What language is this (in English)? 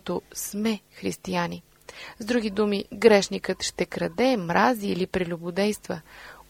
Bulgarian